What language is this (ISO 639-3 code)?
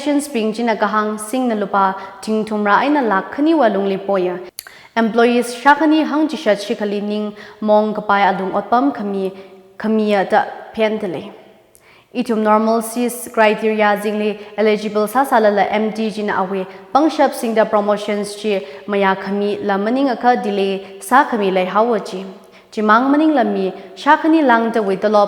nmf